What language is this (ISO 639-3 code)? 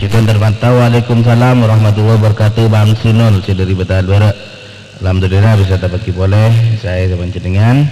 mad